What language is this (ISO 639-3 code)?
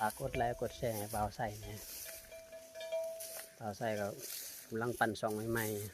lao